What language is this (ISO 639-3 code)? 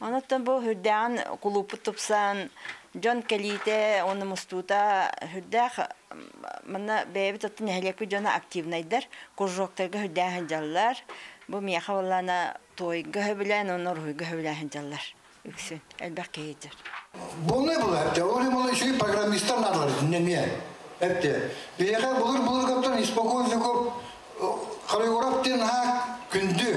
sah